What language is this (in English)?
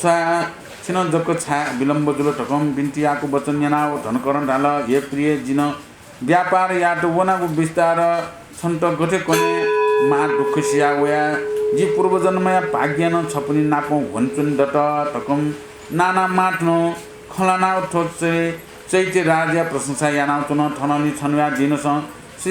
Newari